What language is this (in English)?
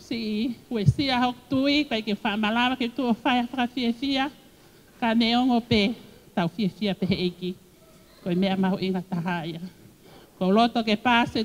Tongan